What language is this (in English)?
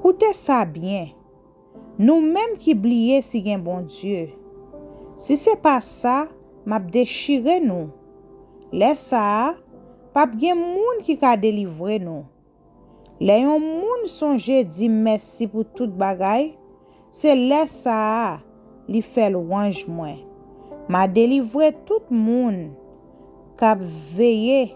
Haitian Creole